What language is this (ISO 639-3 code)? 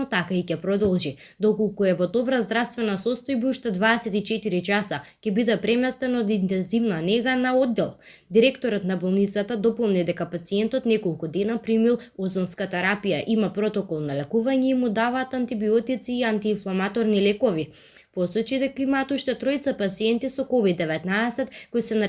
mkd